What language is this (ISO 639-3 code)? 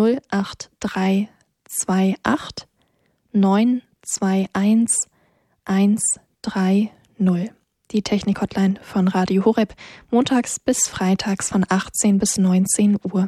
deu